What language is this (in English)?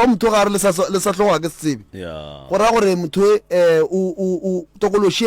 Northern Sotho